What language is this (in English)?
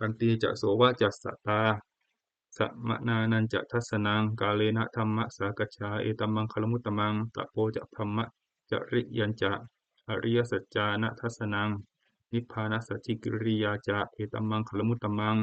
Pali